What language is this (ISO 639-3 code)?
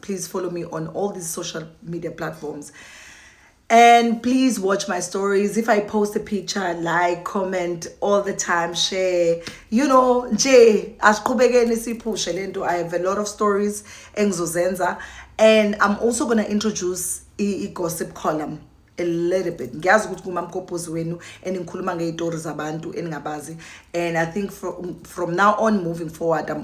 zul